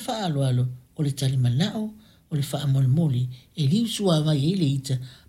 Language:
Samoan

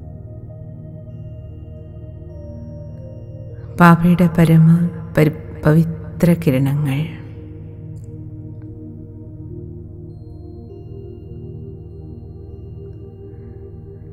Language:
Malayalam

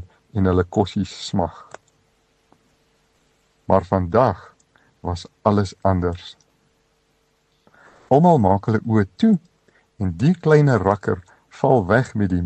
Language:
Afrikaans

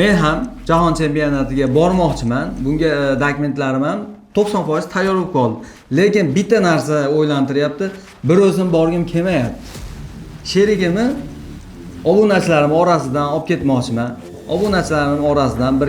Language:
Uzbek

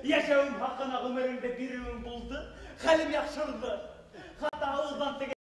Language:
Bashkir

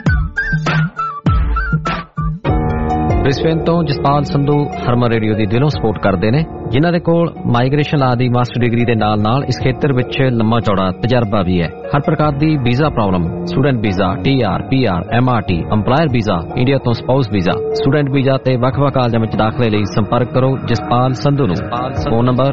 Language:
Punjabi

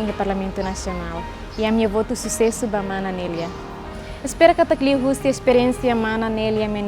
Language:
Tetum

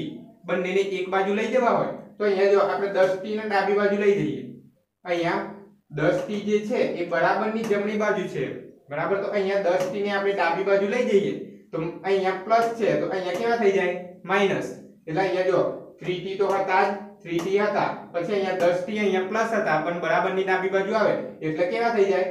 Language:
Gujarati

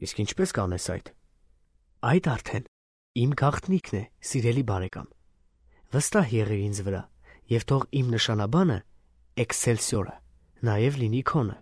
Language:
Armenian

